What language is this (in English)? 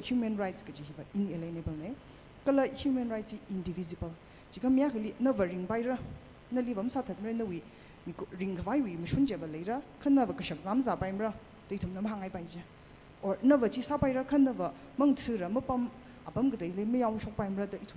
Tangkhul Naga (India)